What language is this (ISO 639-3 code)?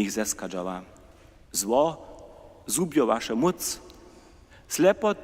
hsb